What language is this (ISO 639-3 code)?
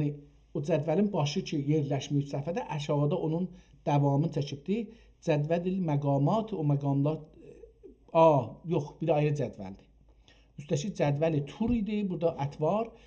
azb